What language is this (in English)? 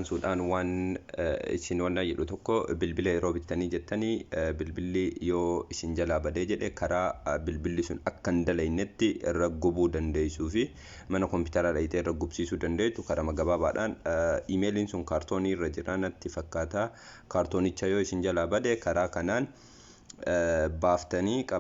Oromo